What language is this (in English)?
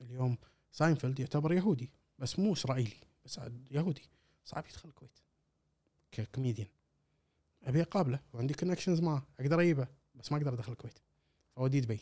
Gulf Arabic